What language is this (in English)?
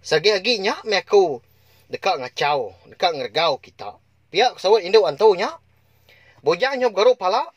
Iban